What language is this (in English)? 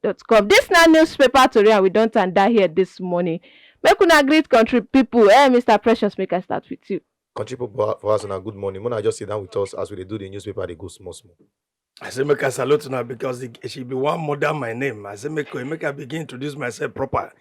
Nigerian Pidgin